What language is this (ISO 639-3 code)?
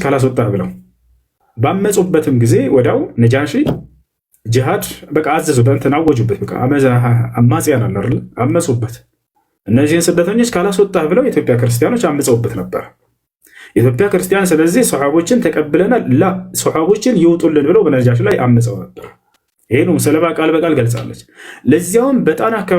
amh